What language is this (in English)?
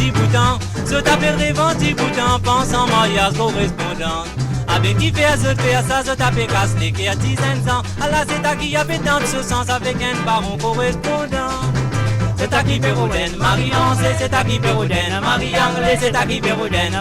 Morisyen